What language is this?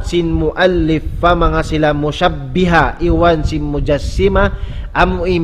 Tausug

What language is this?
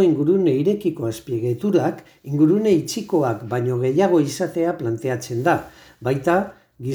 Basque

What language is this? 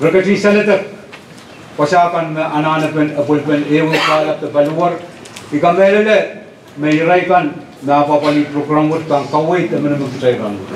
Pohnpeian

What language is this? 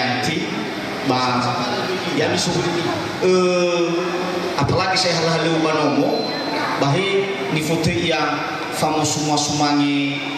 Nias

